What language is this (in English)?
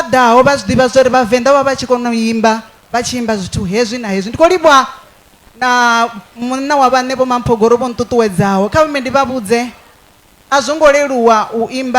Venda